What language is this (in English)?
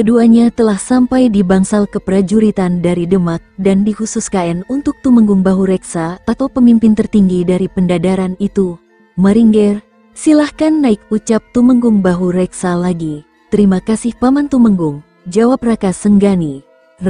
Indonesian